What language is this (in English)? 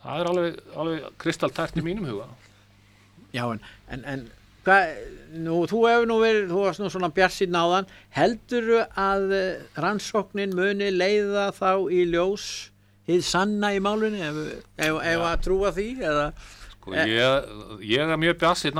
Icelandic